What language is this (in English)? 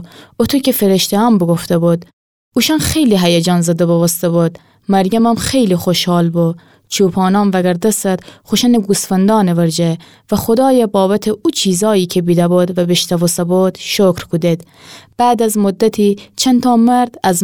Gilaki